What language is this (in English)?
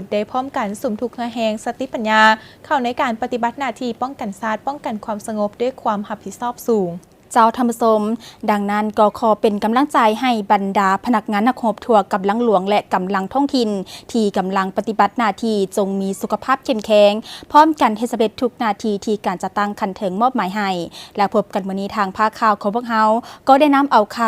Lao